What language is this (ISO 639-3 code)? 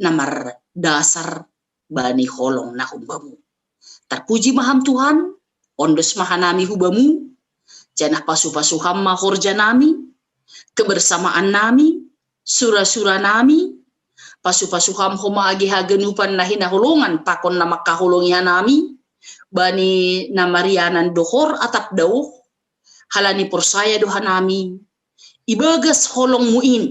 bts